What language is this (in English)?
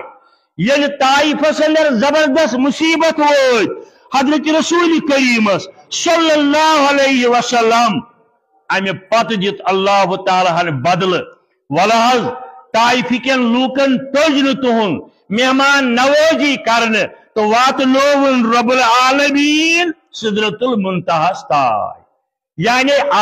Kashmiri